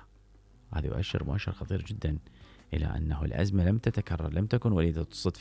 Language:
Mesopotamian Arabic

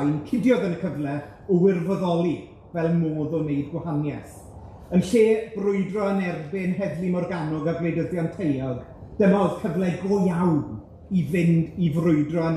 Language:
Welsh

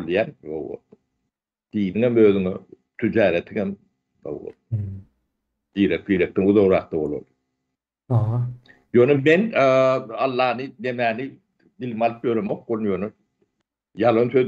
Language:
Turkmen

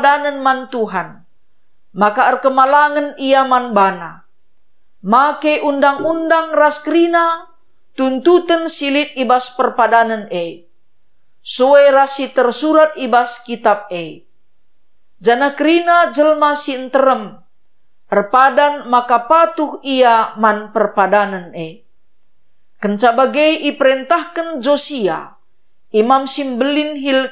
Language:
Batak Karo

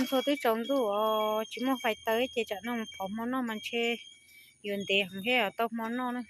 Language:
Hmong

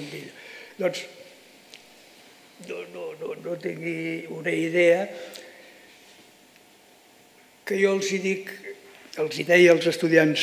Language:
Catalan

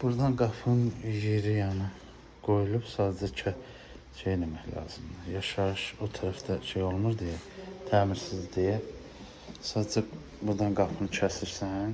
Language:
Azerbaijani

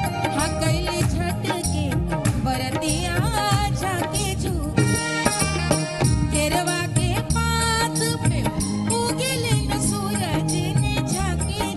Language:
Bhojpuri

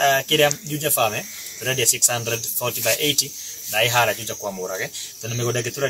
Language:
Kikuyu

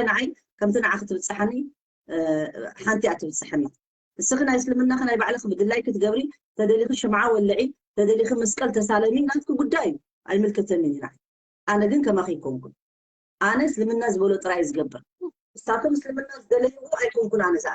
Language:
Tigrinya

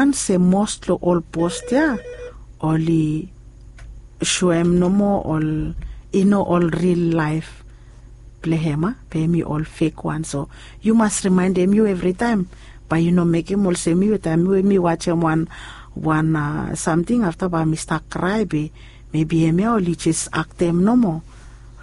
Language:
Bislama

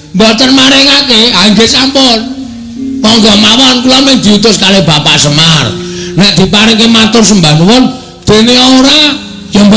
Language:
Javanese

